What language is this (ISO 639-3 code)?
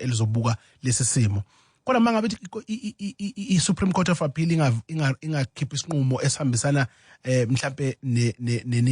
zul